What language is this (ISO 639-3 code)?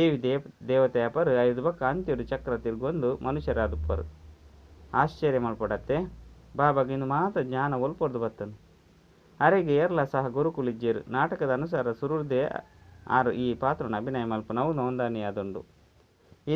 tcy